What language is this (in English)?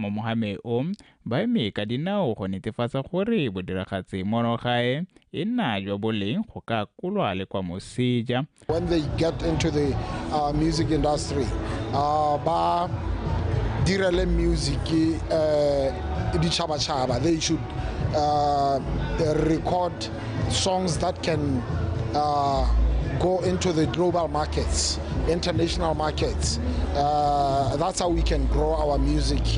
Tswana